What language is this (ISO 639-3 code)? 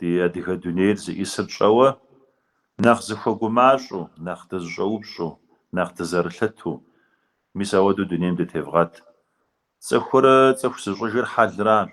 kbd